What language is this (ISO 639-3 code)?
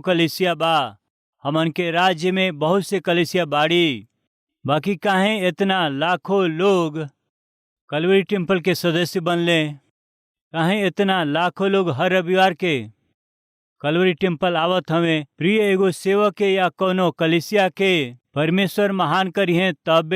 bho